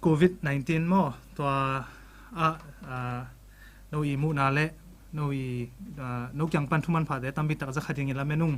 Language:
Tedim Chin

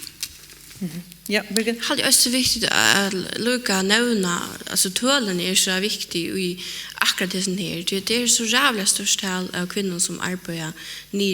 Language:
Faroese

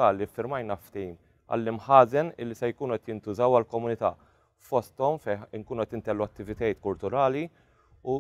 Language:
Maltese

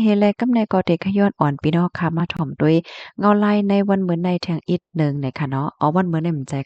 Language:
Shan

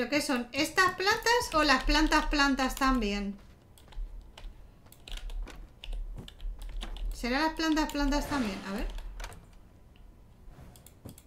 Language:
Spanish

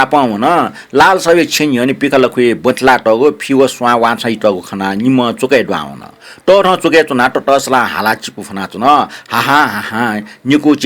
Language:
Newari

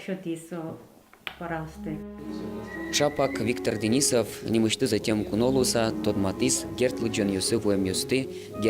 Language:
Udmurt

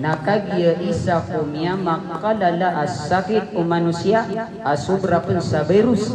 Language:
Maranao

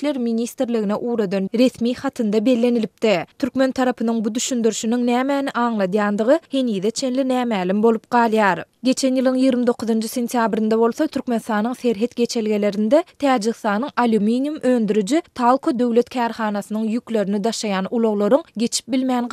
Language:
Turkmen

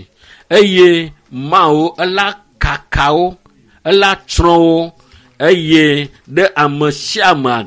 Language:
Ewe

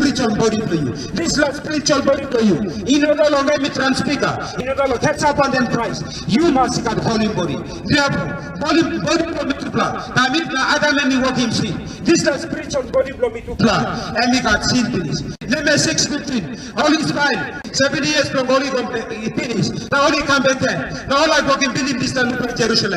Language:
Tok Pisin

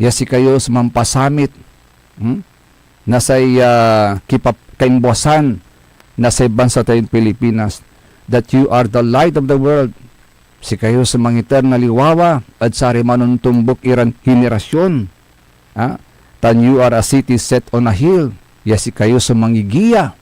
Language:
Pangasinan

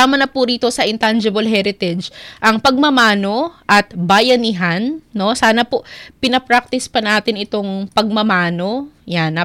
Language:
Filipino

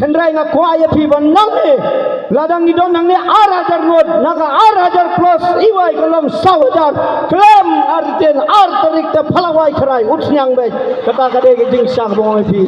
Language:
Khasi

